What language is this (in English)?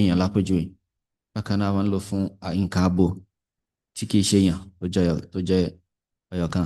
Yoruba